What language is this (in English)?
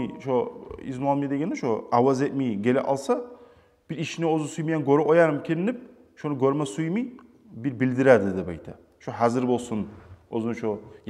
Kumyk